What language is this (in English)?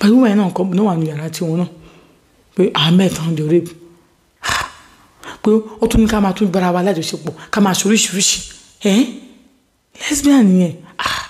Yoruba